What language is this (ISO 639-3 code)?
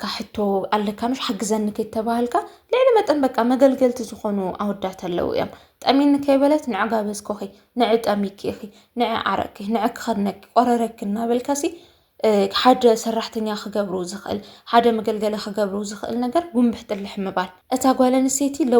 tir